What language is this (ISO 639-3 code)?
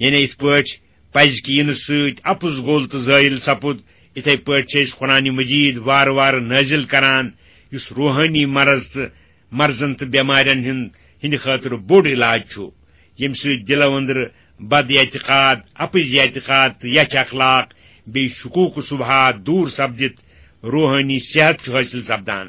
kas